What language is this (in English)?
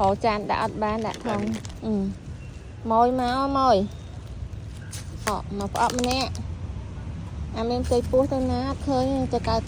Khmer